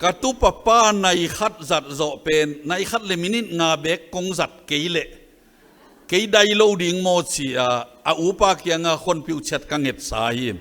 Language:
Tedim Chin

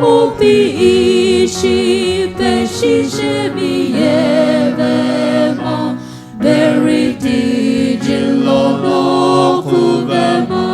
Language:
Sumi Naga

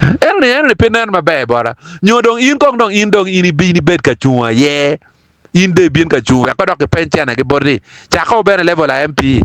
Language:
Acoli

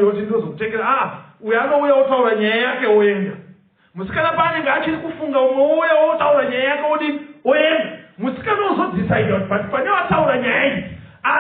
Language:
Shona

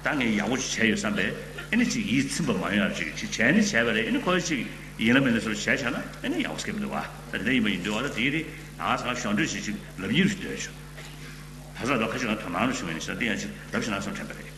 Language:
Tibetan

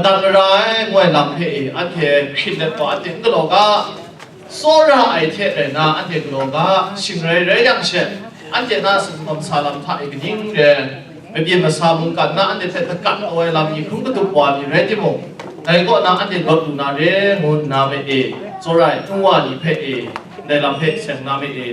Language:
Kachin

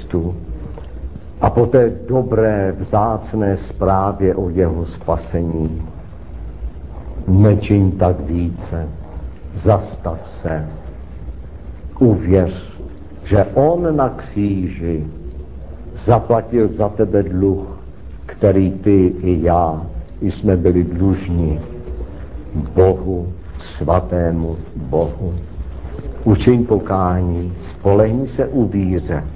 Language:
Czech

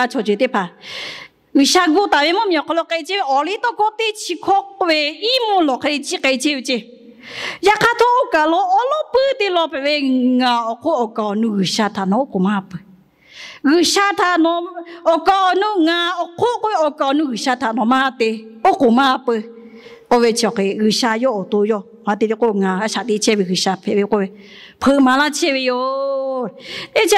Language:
Lahu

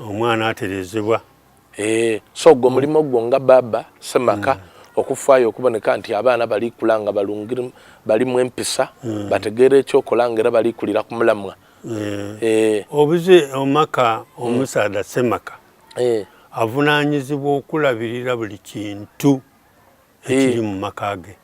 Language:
Soga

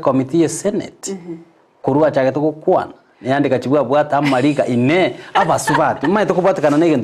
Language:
Gusii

